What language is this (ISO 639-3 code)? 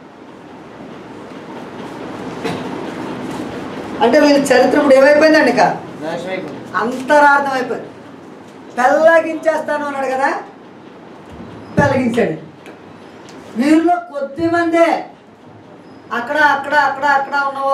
tel